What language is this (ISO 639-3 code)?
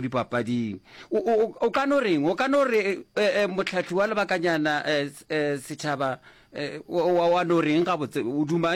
nso